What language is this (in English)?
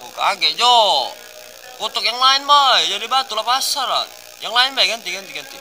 Musi